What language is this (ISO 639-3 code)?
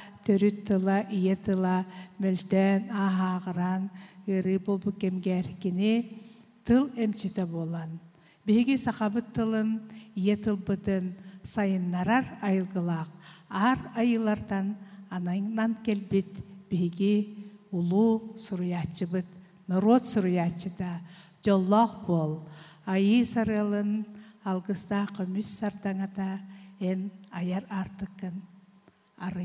sah